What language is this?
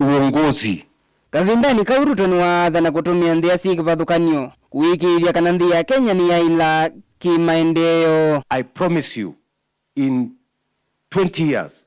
Kamba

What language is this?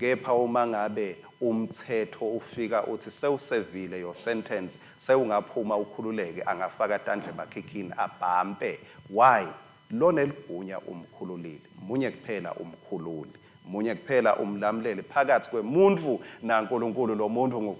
Swati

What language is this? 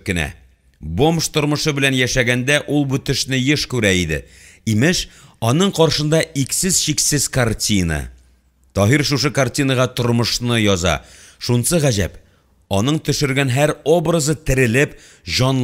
Tatar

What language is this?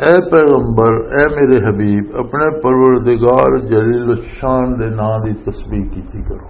Western Panjabi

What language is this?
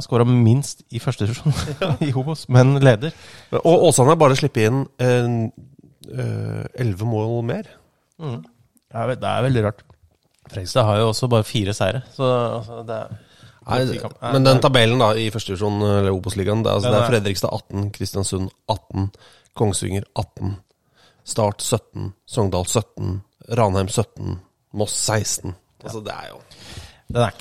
Norwegian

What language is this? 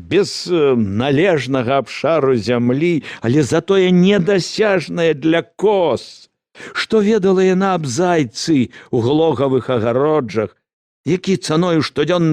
Belarusian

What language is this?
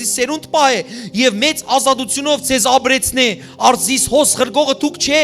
Western Armenian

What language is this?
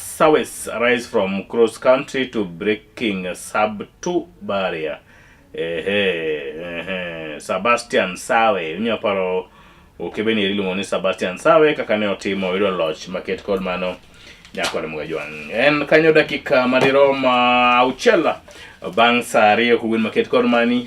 Luo (Kenya and Tanzania)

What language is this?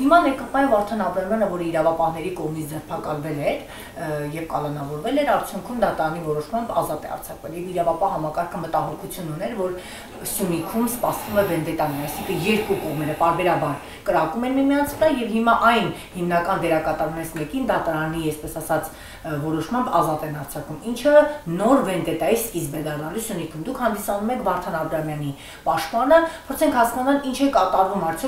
Armenian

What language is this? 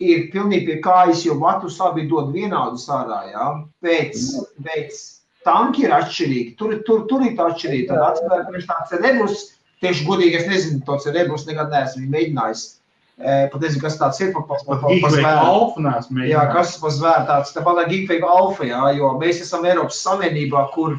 Latvian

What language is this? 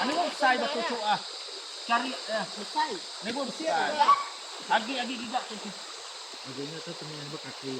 Iban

